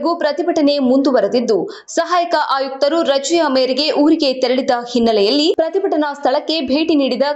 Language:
Kannada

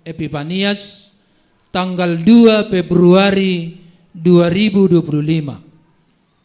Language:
Batak Simalungun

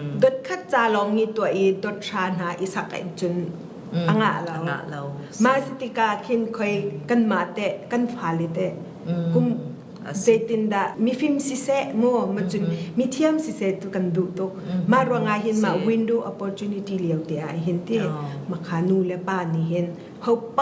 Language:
Falam Chin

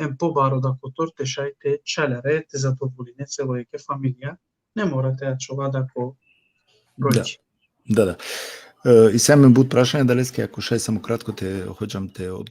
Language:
Balkan Romani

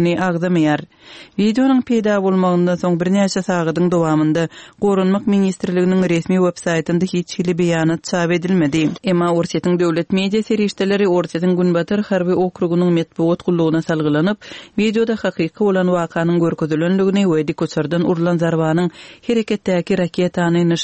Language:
Kyrgyz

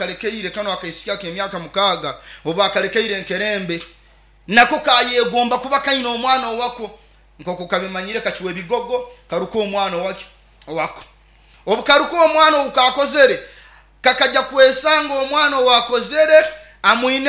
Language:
Nyoro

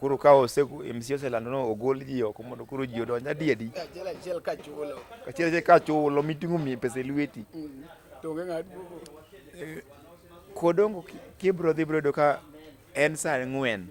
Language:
Luo (Kenya and Tanzania)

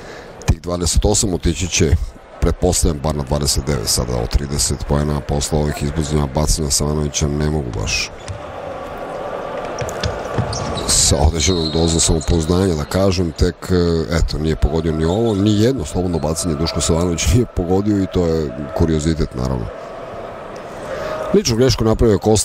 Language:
Serbian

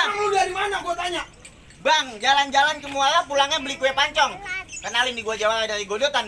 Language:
Betawi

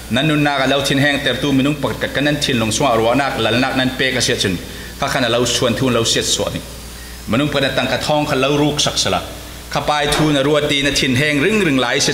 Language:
Falam Chin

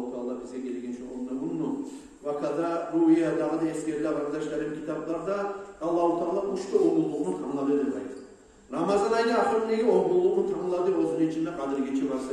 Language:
Kumyk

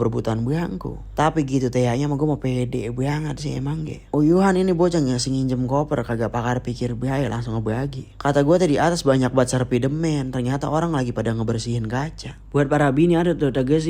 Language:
Betawi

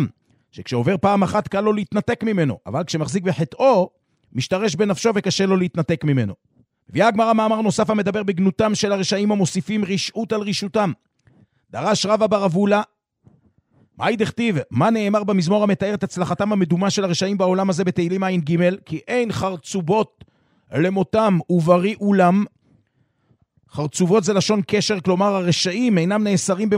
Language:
Hebrew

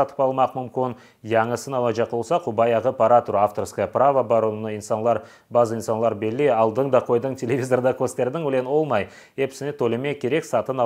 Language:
Crimean Tatar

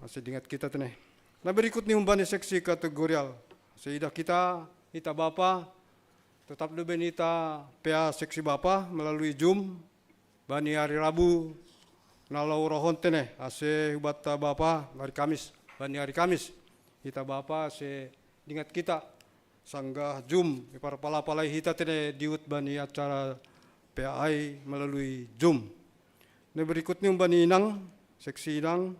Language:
Batak Simalungun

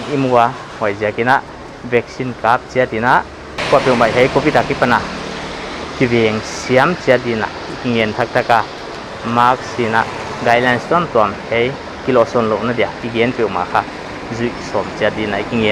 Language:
Paite Chin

